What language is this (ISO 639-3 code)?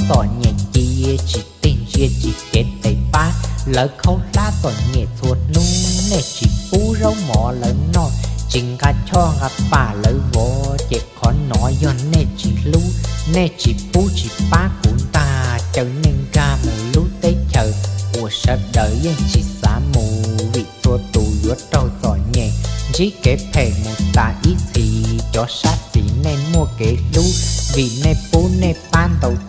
hmn